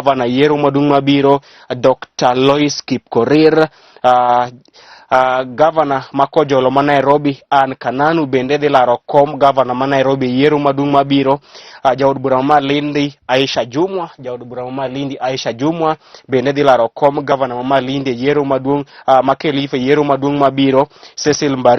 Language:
Luo (Kenya and Tanzania)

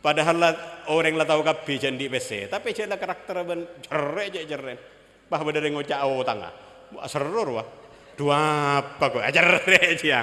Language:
Madurese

